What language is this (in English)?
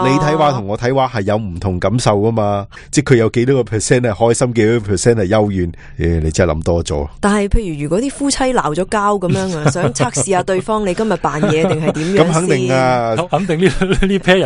Cantonese